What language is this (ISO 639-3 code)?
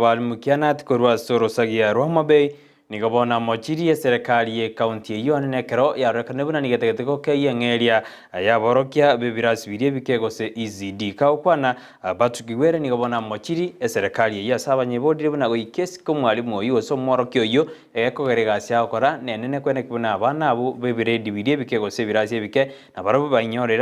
guz